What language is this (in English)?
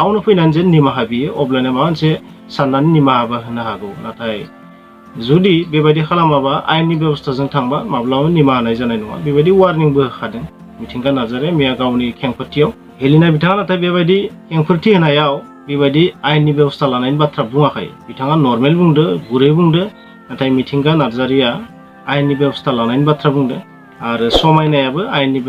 Bodo